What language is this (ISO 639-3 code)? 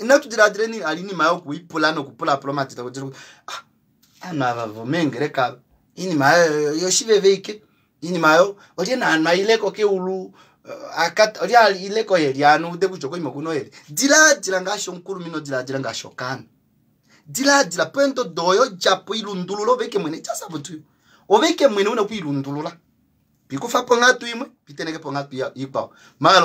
kua